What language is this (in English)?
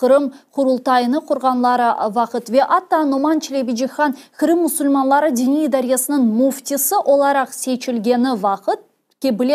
Crimean Tatar